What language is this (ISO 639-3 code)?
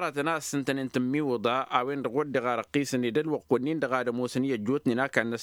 taq